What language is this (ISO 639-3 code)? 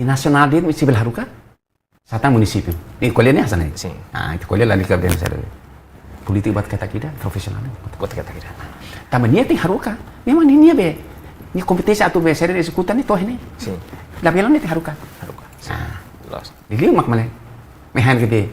tet